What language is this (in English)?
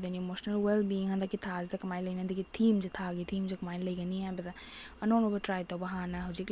Manipuri